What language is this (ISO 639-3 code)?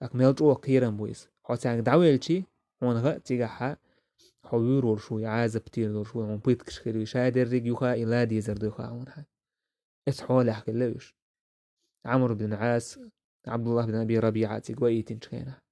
che